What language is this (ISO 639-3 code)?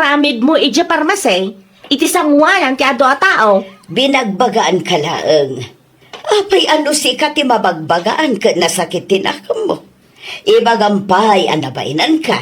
ilo